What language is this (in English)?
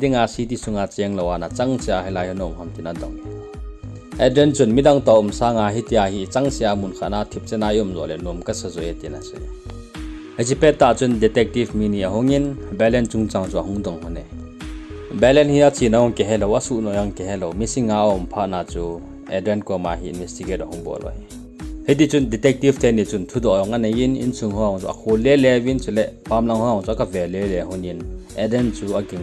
Thado Chin